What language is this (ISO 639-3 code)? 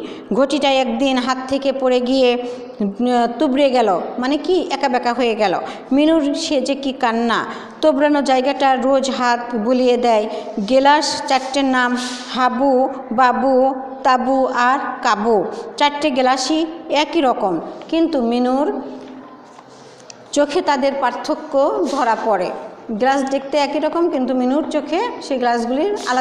ben